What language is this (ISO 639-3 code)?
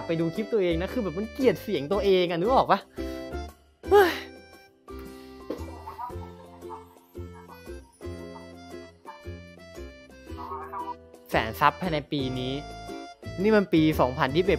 tha